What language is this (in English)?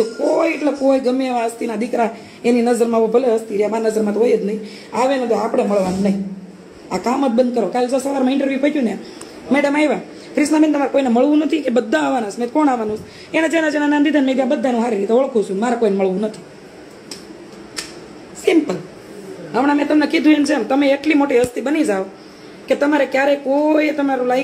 Gujarati